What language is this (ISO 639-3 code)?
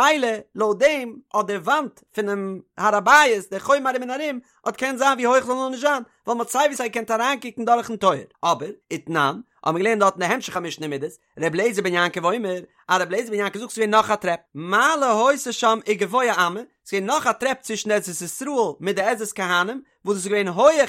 yid